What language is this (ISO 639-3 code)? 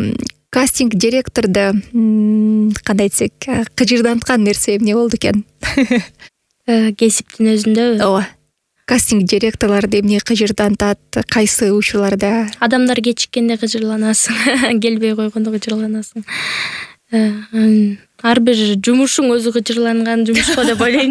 kir